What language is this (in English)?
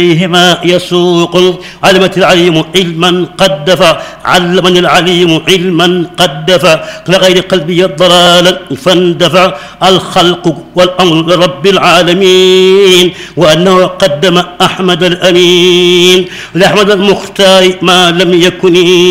Arabic